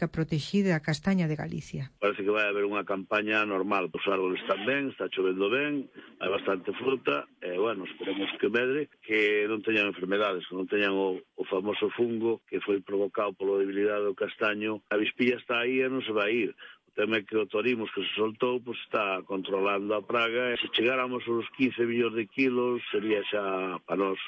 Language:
Galician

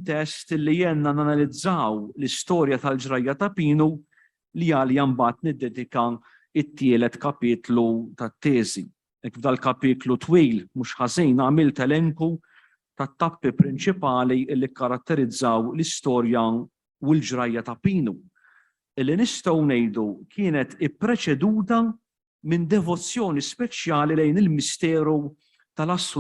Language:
Maltese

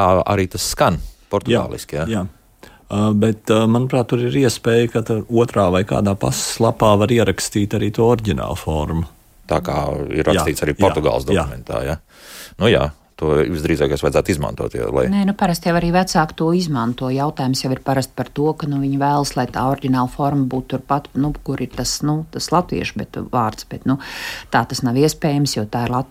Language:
Latvian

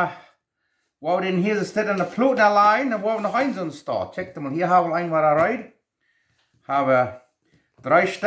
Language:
Plautdietsch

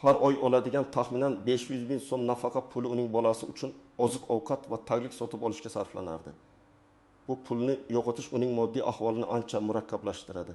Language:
Uzbek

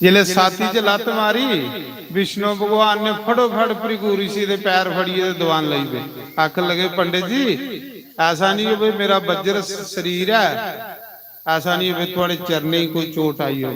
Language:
Dogri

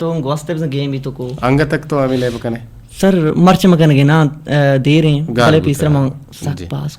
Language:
Eastern Balochi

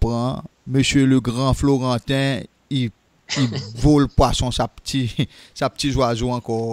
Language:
Seselwa Creole French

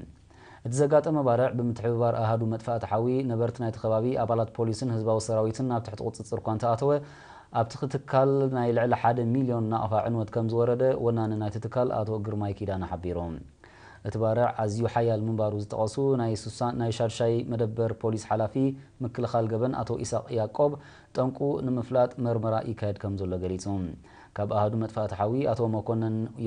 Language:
Tigrinya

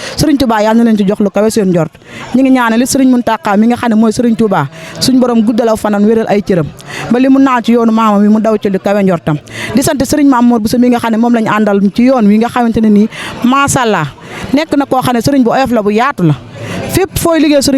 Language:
Wolof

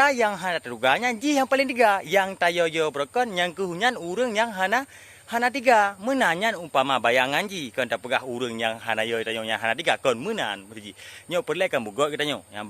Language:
Achinese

